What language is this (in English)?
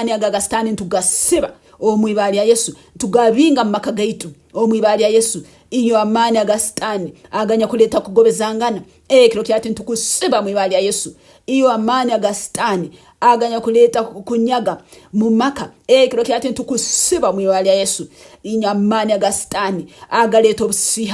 Nyankole